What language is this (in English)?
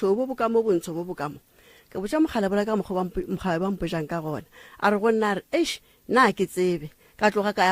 Northern Sotho